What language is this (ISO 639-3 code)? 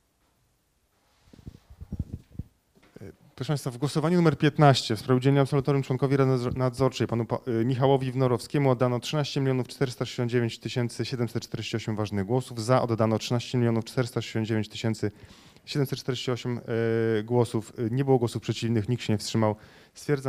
pol